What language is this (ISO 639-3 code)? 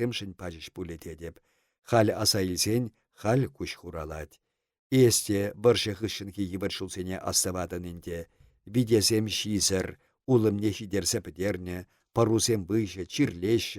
chv